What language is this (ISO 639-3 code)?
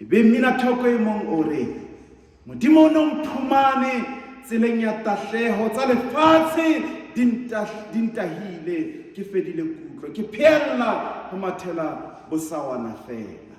sot